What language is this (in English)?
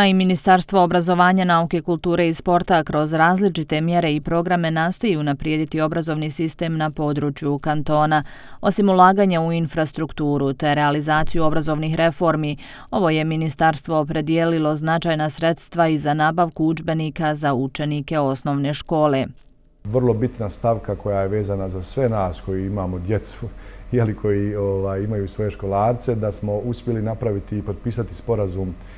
Bosnian